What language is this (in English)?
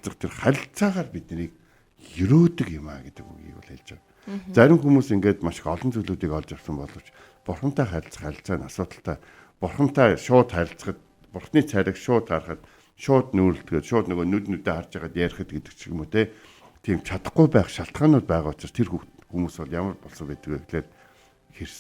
Mongolian